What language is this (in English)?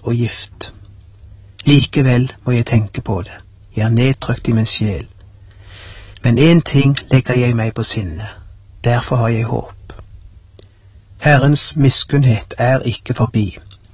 Norwegian